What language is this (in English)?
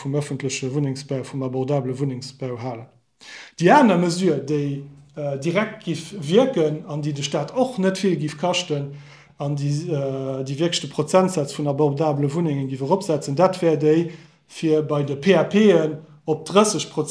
Luxembourgish